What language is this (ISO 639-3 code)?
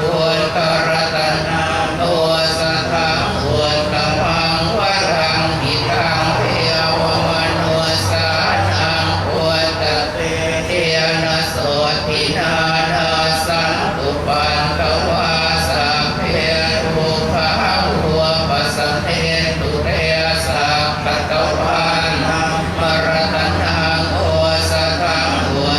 pli